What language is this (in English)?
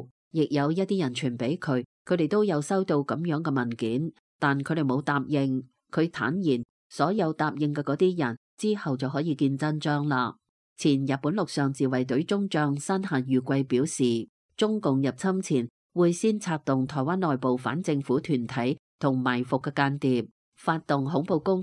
Cantonese